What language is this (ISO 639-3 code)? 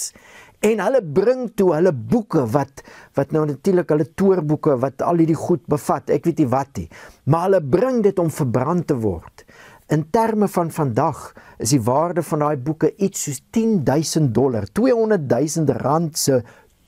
afr